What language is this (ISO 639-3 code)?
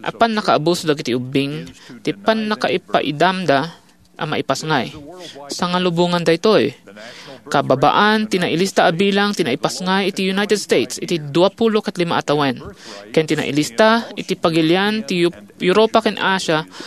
ilo